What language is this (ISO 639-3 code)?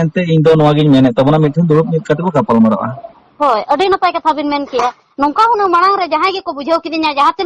sat